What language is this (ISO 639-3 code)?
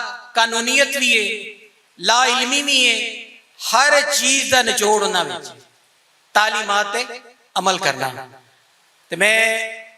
lah